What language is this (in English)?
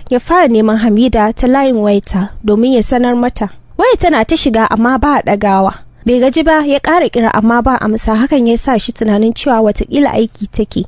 Hausa